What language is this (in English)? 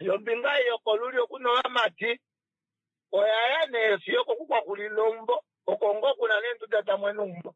Kuanyama